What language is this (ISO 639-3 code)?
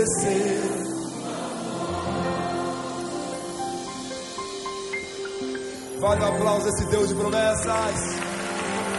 por